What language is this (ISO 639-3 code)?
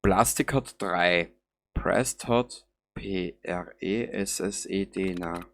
bar